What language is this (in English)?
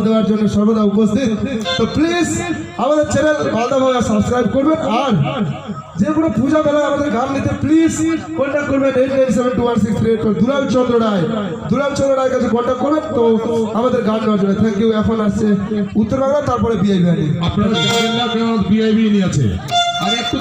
Bangla